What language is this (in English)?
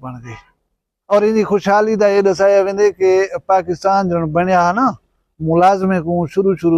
Saraiki